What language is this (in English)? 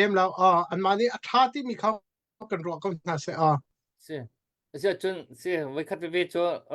Hakha Chin